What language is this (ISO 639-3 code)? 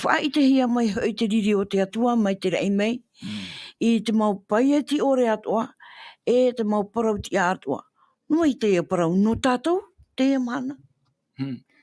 tah